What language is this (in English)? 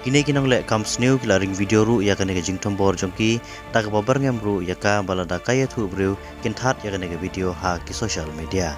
Khasi